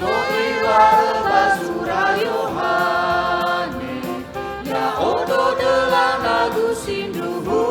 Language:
Nias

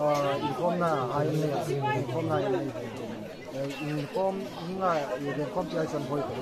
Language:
Hmar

